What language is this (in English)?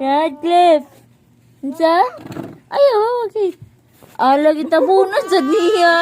Cebuano